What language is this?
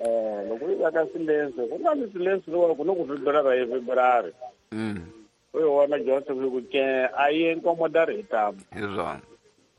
Tsonga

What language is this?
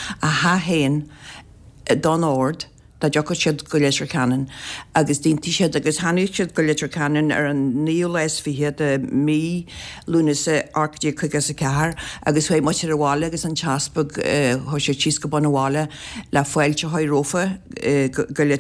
Irish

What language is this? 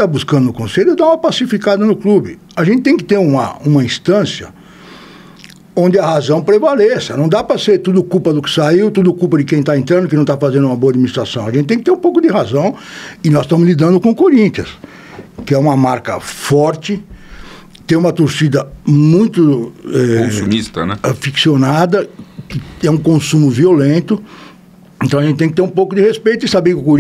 Portuguese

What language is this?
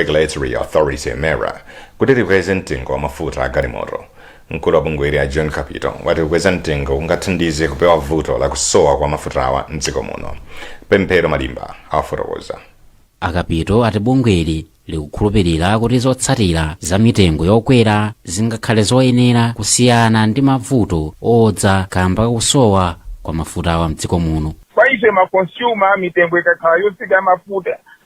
Nyanja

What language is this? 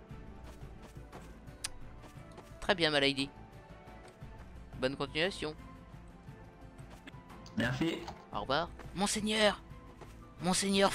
French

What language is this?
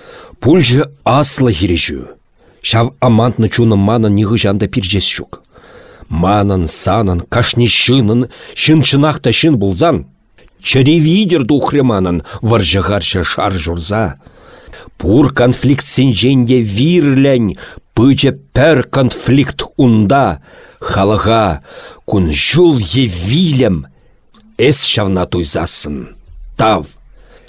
Chuvash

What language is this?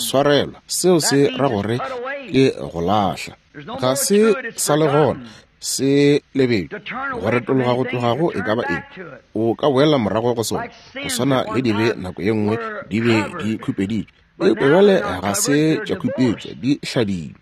Northern Sotho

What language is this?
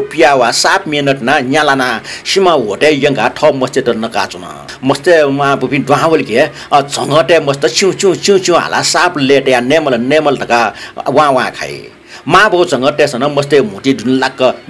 Newari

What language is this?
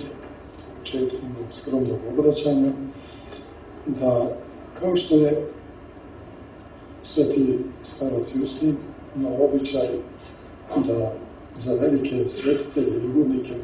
Serbian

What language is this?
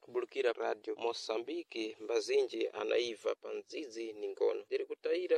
Sena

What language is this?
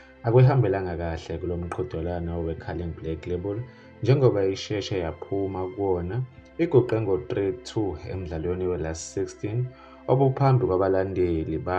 Zulu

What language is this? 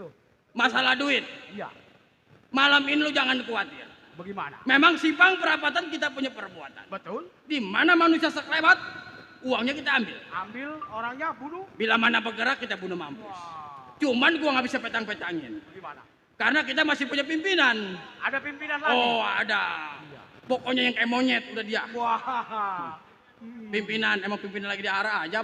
Betawi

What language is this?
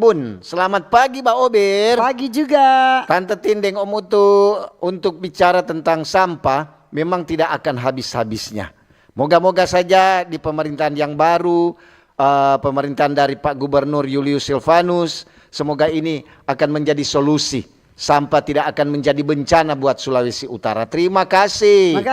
Manado Malay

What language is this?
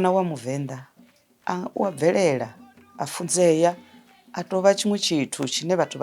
Venda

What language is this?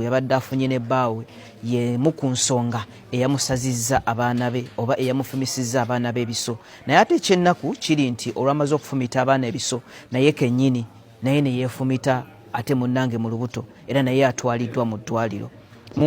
Ganda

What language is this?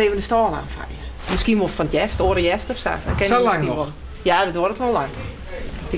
Western Frisian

